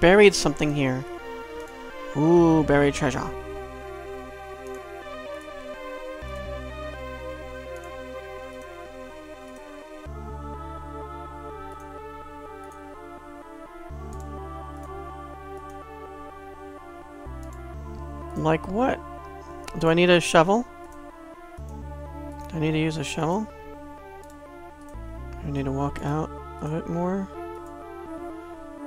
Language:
English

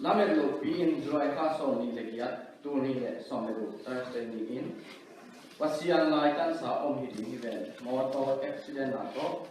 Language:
Tedim Chin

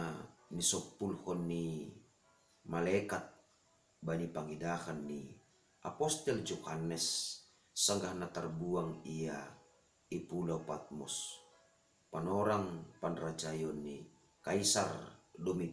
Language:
Batak Simalungun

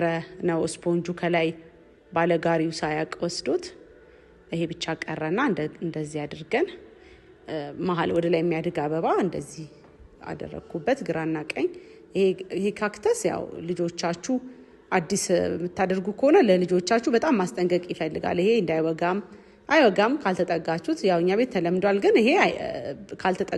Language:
Amharic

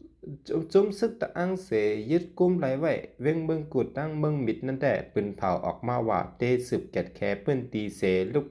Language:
Shan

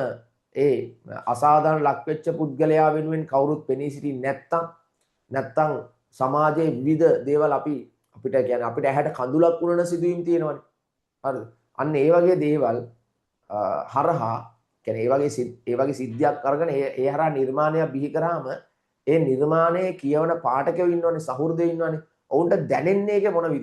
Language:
Sinhala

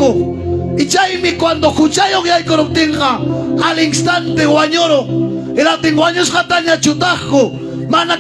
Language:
Ayacucho Quechua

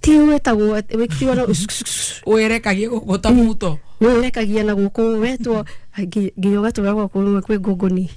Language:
Kikuyu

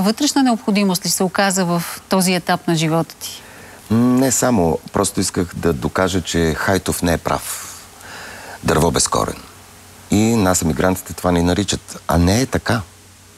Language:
Bulgarian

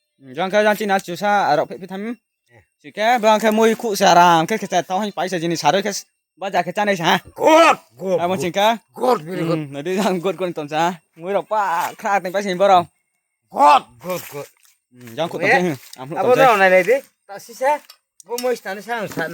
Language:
Riang (India)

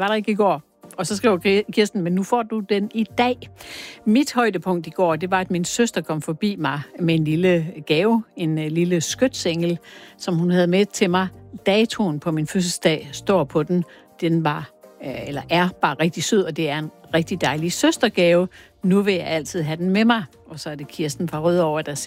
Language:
Danish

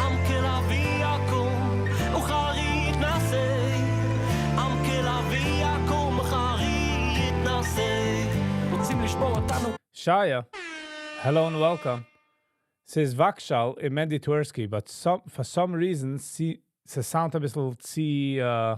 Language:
Yiddish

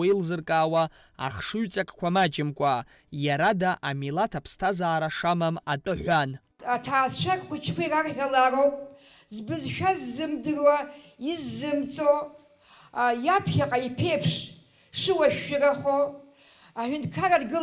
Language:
Abkhazian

